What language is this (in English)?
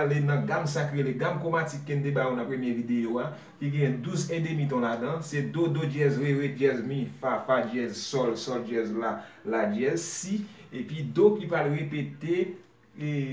Haitian Creole